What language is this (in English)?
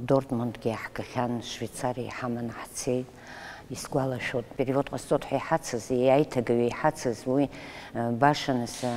Abkhazian